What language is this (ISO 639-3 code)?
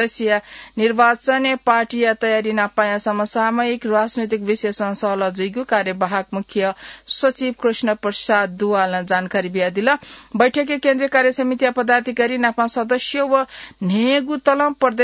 new